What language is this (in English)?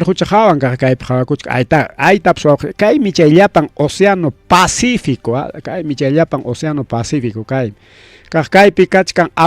Ayacucho Quechua